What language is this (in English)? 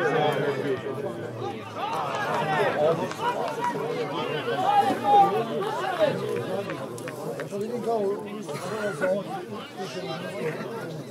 Serbian